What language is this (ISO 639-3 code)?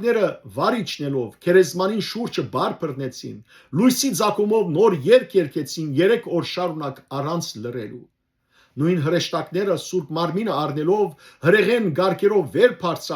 hyw